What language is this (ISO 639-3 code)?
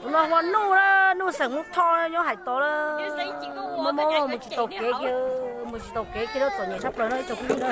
hmn